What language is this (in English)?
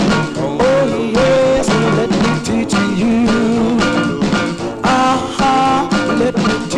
English